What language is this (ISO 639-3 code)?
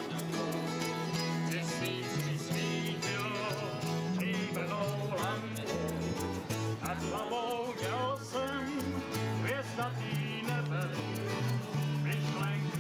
ces